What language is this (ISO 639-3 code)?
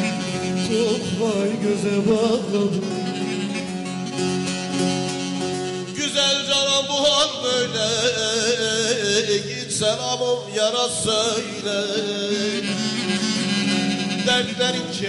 tur